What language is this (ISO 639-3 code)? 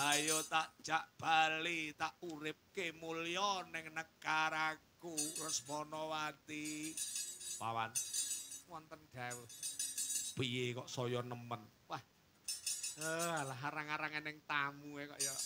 jav